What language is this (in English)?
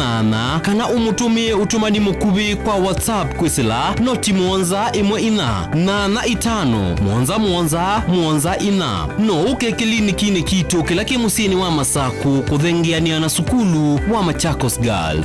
Kamba